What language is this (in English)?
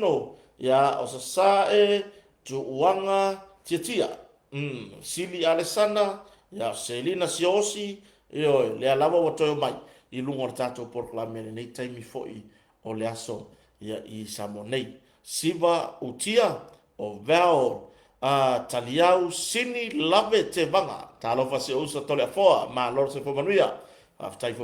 Samoan